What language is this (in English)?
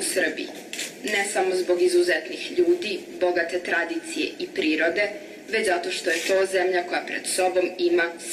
Serbian